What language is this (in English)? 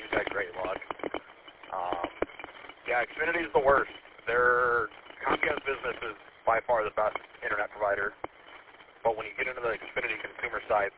English